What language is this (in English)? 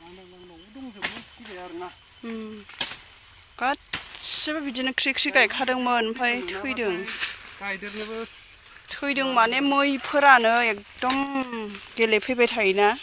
Bodo